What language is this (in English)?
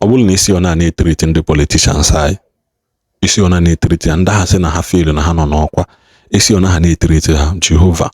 Igbo